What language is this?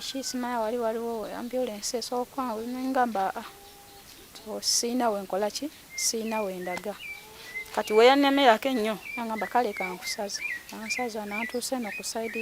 Ganda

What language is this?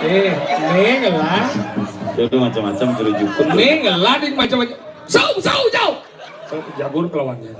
Balinese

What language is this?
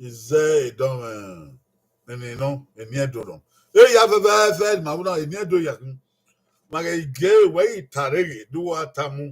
Bini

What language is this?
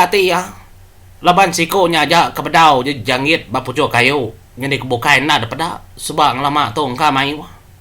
Iban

